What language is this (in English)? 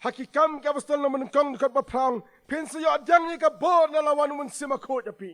Khasi